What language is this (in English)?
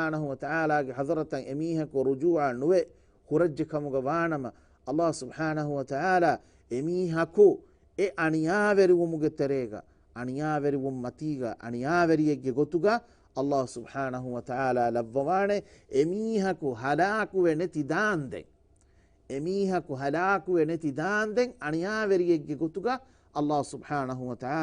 Divehi